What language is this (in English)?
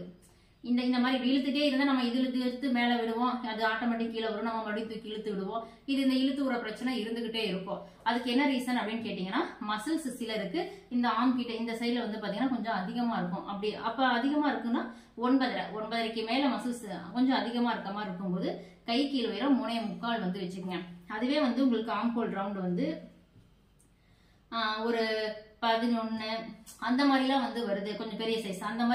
Tamil